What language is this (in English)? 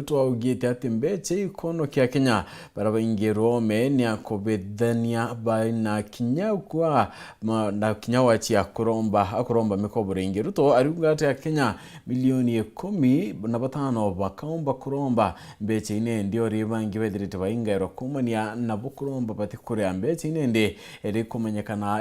Meru